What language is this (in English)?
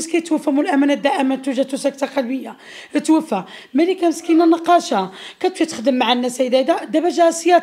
Moroccan Arabic